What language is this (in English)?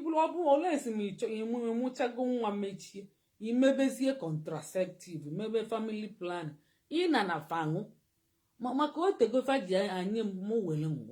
Igbo